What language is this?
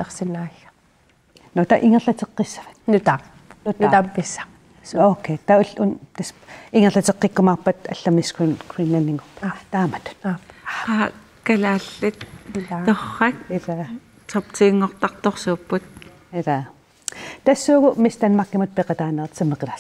Kalaallisut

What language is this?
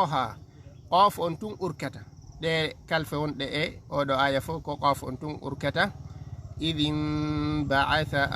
Fula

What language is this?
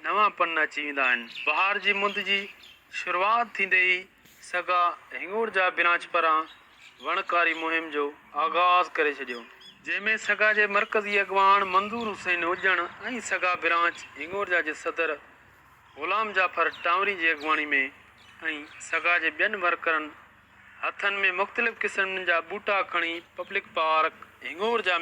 Sindhi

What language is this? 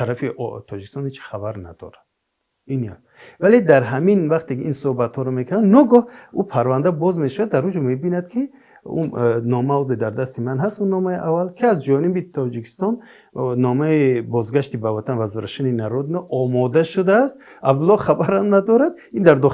Tajik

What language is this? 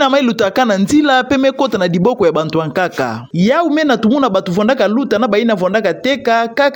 Kituba (Democratic Republic of Congo)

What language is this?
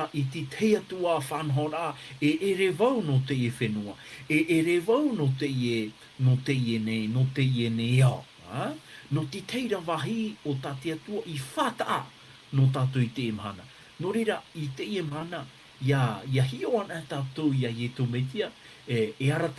Tahitian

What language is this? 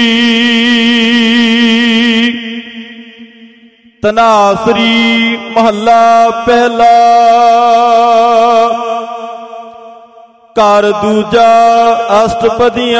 Punjabi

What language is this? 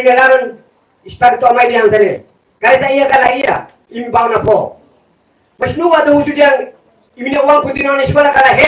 Tetum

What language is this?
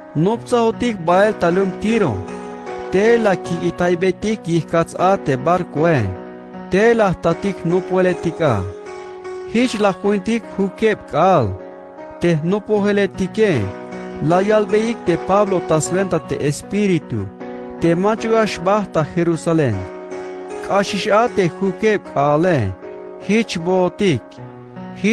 Tzeltal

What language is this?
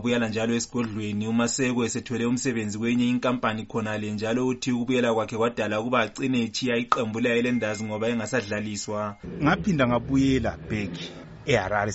North Ndebele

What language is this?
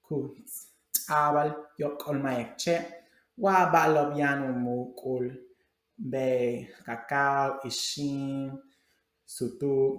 Yucateco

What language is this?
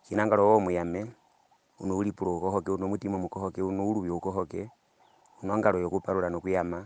Herero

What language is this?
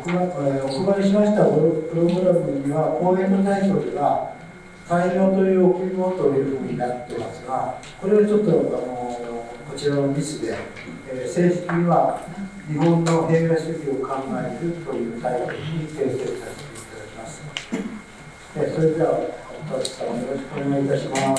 Japanese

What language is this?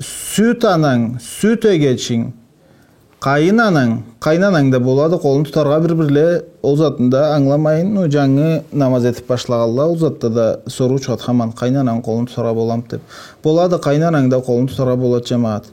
Karachay-Balkar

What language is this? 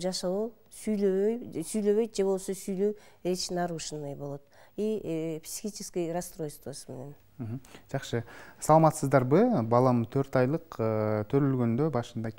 Kyrgyz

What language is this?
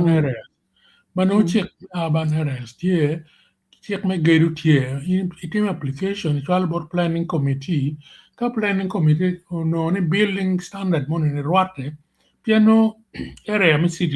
Acoli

